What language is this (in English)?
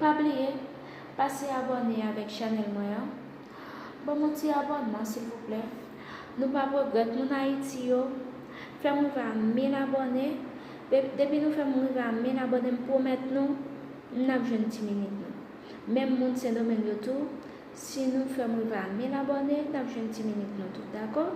Haitian Creole